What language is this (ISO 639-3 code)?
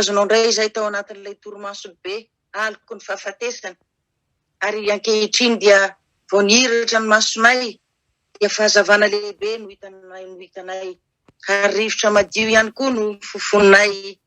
mlg